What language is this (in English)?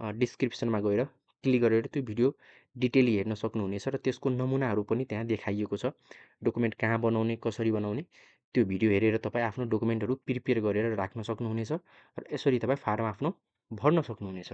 Nepali